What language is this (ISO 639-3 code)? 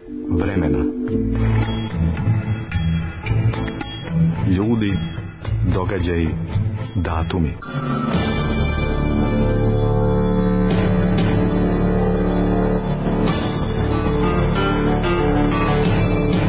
srp